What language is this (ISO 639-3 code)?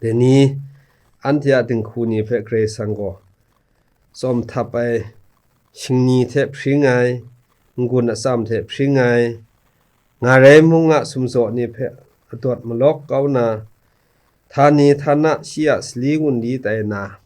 kac